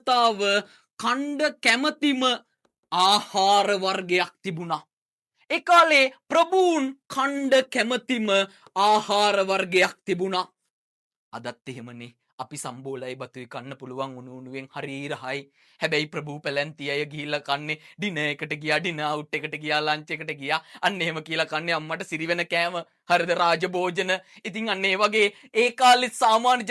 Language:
Sinhala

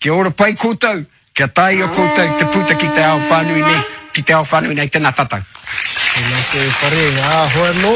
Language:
Māori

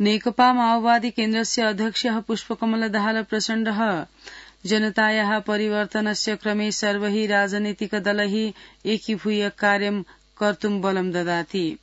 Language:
Sanskrit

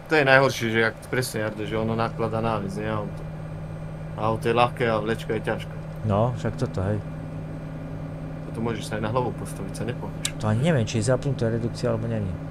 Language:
Slovak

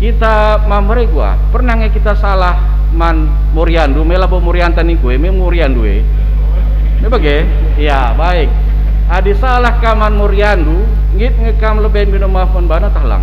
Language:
Batak Karo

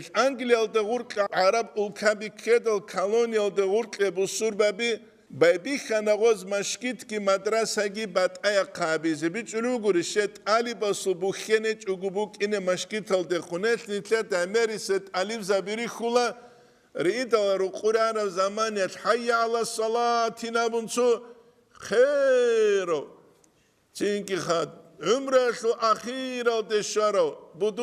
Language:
Avaric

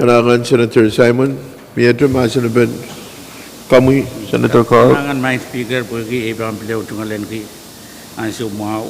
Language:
Pohnpeian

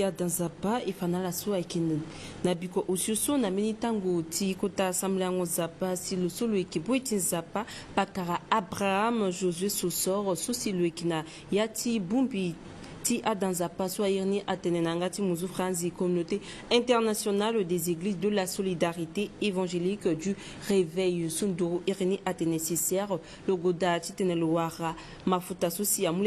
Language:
Sango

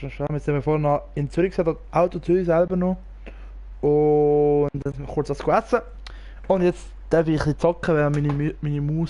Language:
Swiss German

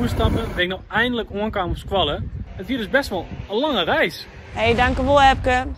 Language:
Western Frisian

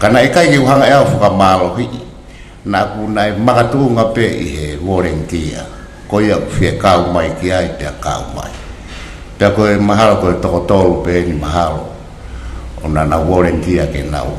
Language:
Tongan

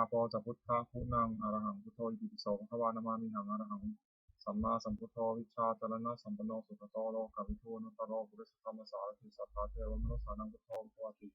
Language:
Pali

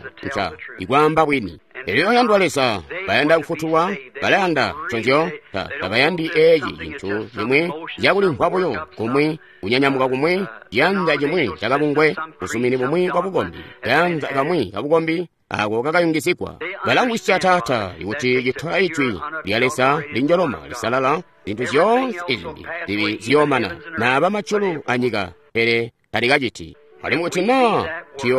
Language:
Tonga (Zambia)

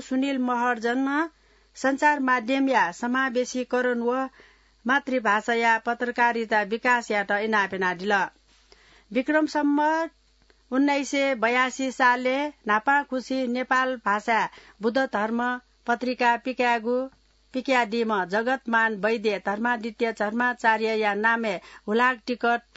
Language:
Newari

